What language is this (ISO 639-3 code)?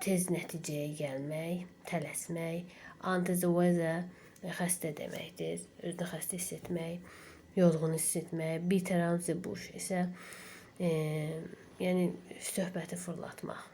aze